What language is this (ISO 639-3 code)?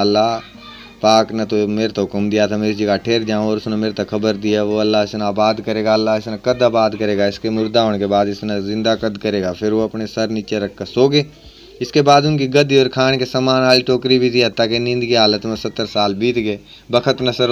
bgc